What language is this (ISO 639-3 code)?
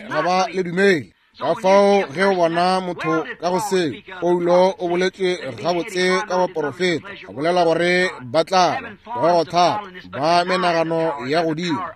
nso